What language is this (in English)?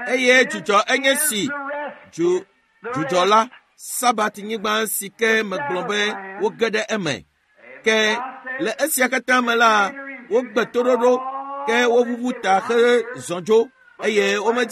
Ewe